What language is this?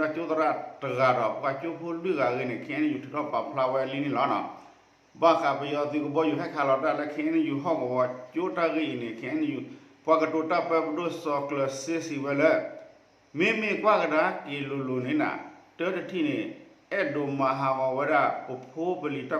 S'gaw Karen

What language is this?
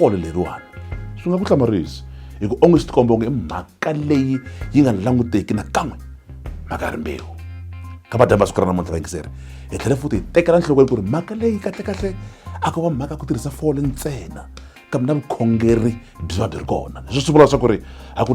Tsonga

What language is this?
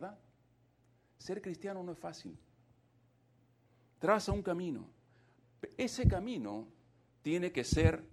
Spanish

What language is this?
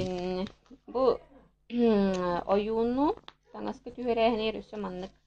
Yakut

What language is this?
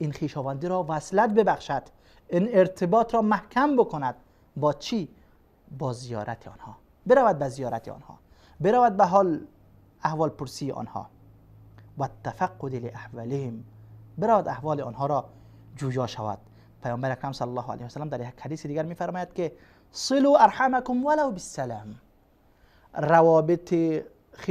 Persian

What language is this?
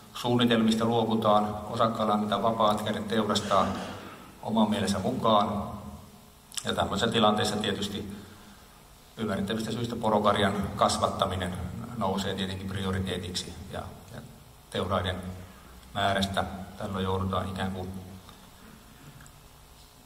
Finnish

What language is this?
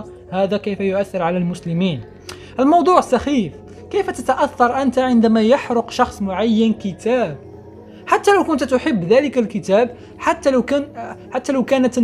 Arabic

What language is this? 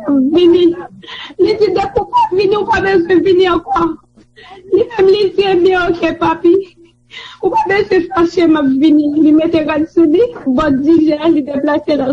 Haitian Creole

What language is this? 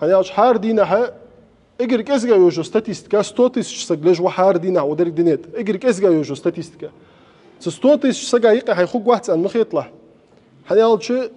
Ingush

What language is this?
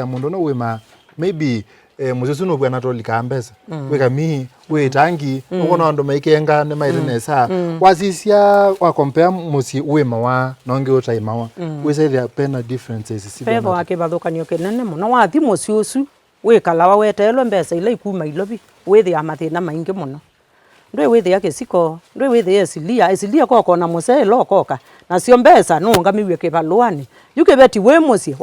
Kamba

